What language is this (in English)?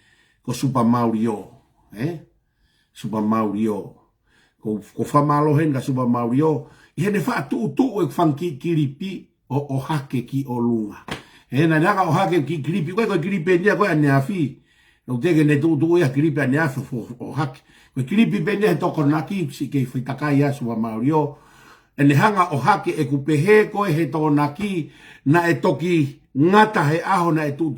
Tongan